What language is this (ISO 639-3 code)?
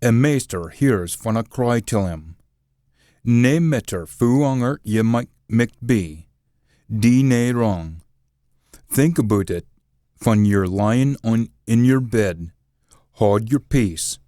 sco